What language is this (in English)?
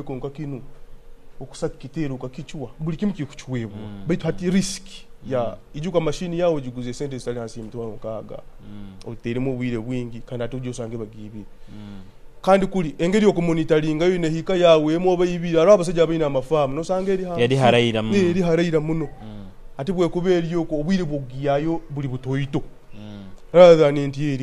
Nyoro